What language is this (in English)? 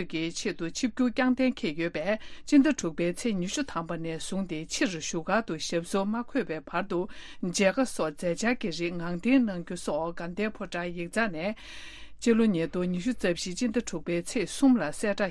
Tibetan